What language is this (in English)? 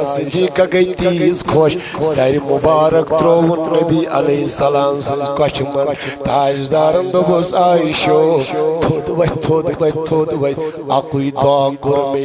Kashmiri